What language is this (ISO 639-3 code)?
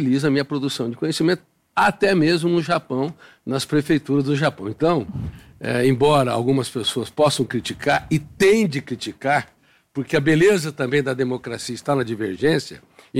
por